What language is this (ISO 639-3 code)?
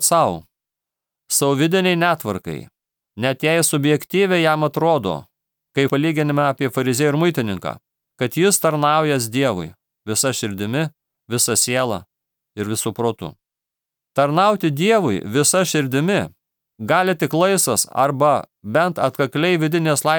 lit